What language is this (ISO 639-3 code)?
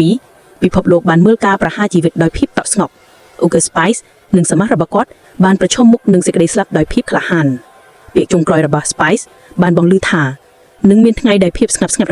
khm